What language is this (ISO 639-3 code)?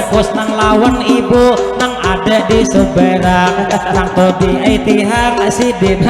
bjn